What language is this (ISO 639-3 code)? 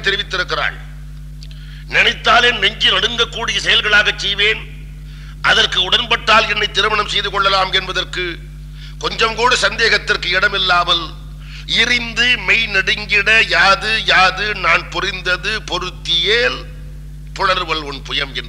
tam